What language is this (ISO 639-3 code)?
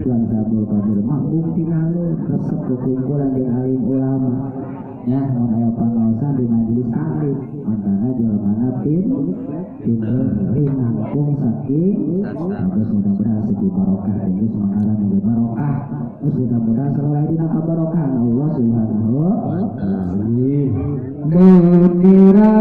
sun